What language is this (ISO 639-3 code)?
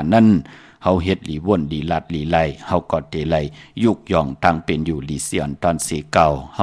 shn